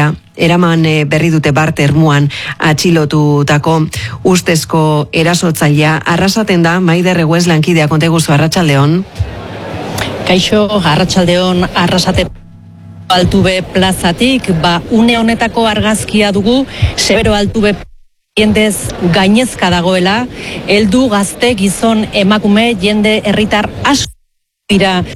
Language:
Basque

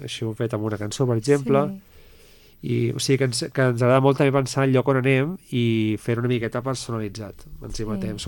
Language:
Catalan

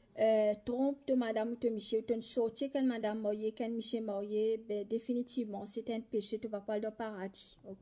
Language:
Morisyen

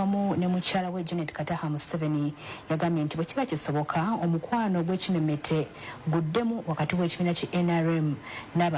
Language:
Ganda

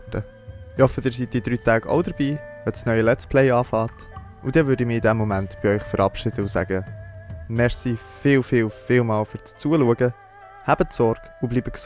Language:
Swiss German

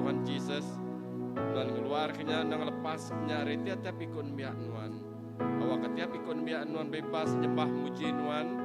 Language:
Iban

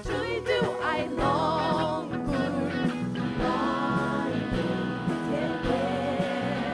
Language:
Faroese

